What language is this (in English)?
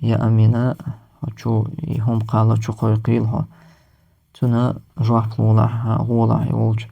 Chechen